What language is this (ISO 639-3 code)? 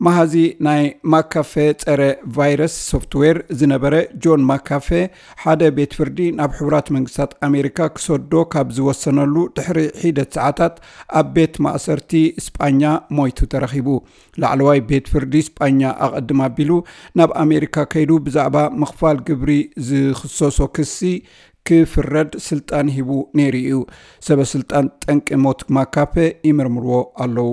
tir